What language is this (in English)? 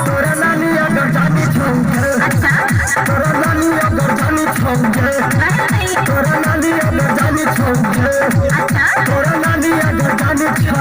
Maithili